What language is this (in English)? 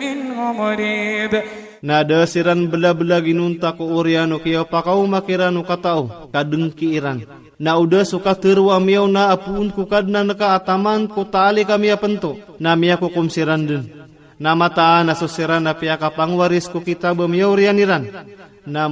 Maranao